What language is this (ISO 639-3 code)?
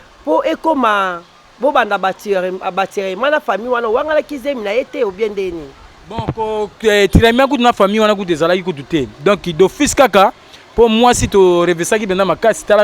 lin